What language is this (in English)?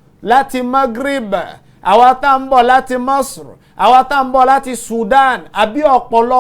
Yoruba